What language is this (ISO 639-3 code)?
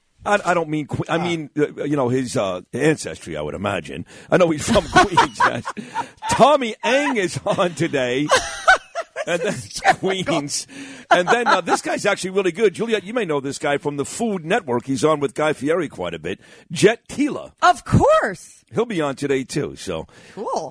eng